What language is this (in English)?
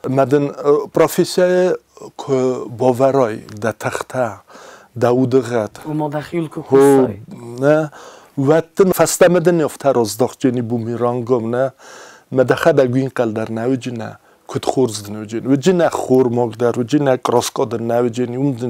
Ossetic